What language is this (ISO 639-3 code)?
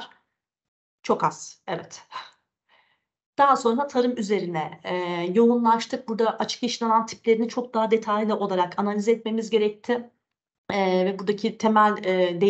tur